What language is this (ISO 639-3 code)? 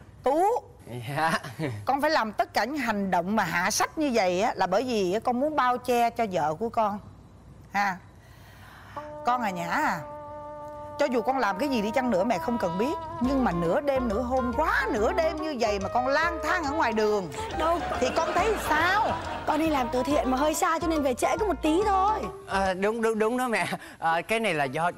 vie